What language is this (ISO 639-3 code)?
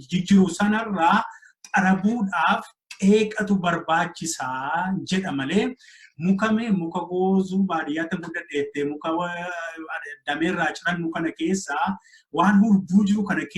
orm